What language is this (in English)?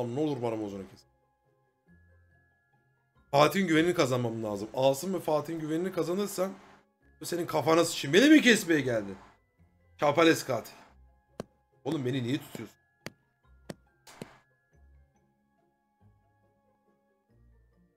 Turkish